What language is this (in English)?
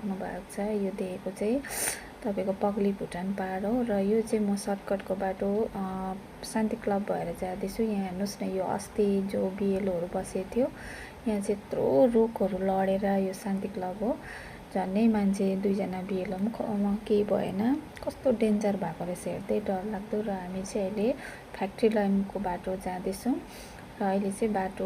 Nepali